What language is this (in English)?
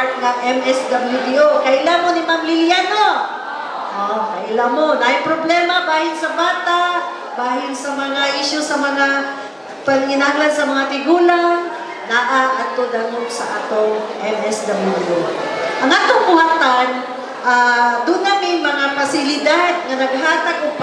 Cebuano